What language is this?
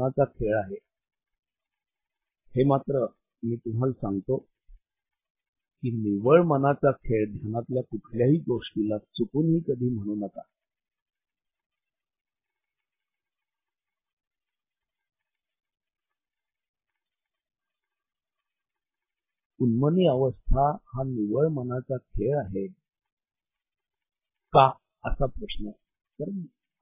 Marathi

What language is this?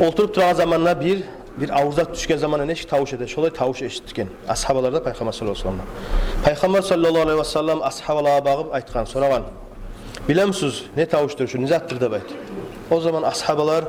Kumyk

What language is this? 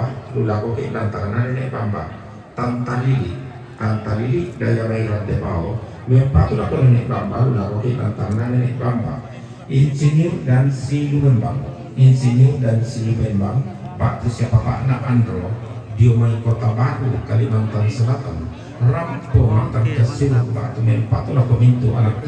Toraja-Sa'dan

